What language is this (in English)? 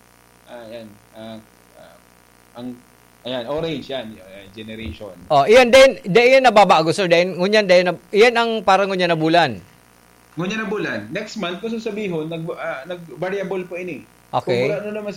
Bikol